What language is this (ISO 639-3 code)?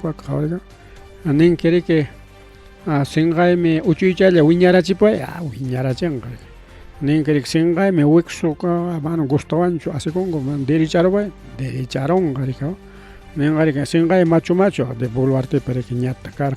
quy